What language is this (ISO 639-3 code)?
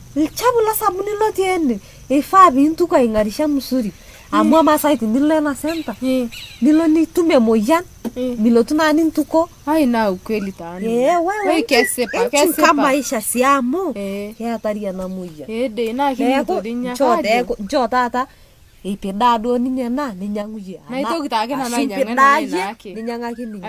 mas